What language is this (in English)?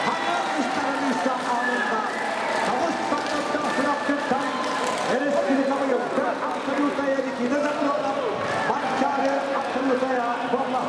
Yakut